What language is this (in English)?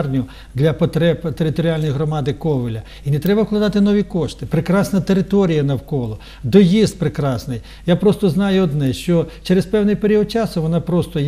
Ukrainian